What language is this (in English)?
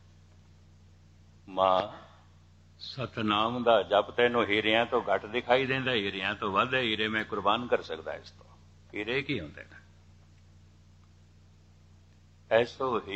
Punjabi